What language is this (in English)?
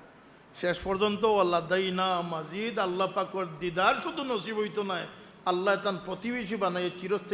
Sylheti